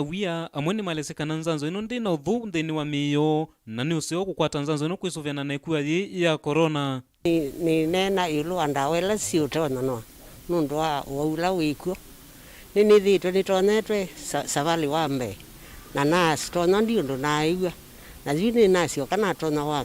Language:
Kamba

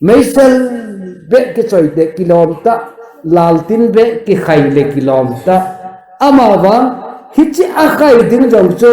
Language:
Thado Chin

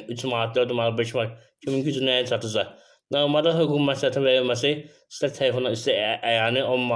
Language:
Azerbaijani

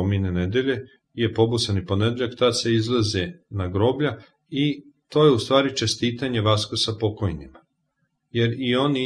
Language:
Serbian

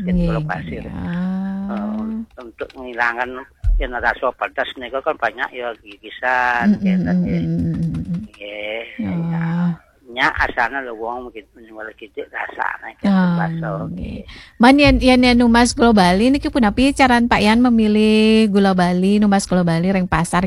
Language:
Balinese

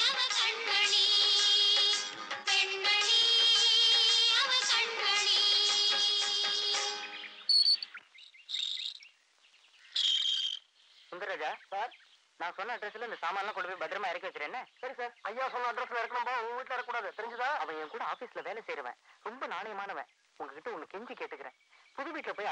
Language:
Tamil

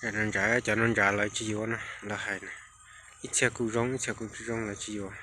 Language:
Hmong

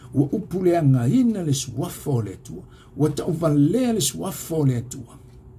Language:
Samoan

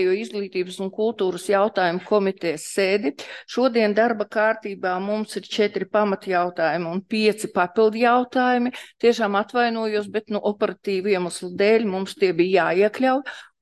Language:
Latvian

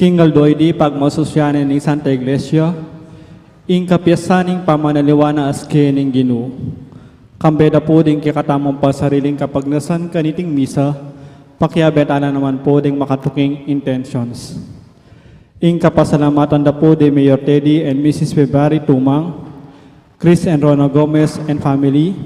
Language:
Pampanga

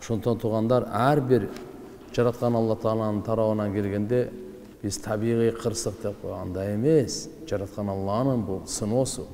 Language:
Kyrgyz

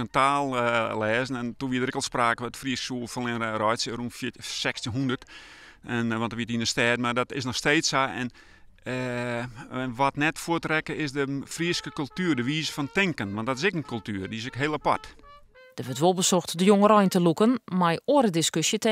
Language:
Western Frisian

